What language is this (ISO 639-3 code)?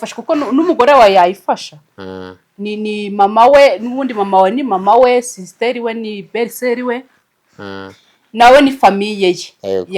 kin